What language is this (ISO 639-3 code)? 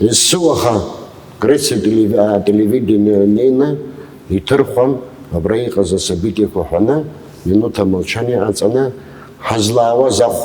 abk